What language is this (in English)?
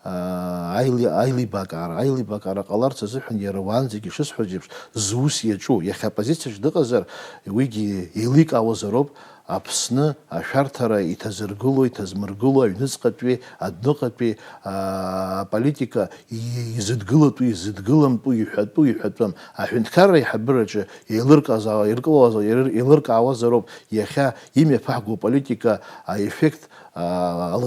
Abkhazian